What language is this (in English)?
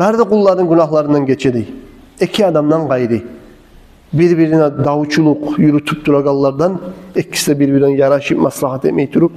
Kumyk